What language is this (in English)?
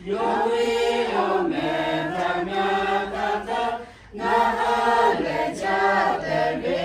Lahu